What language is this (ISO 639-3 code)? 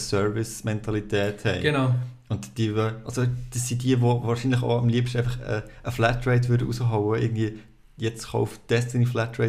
gsw